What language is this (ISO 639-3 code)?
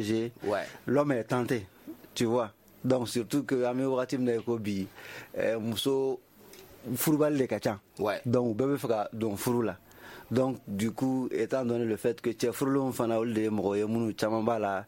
bam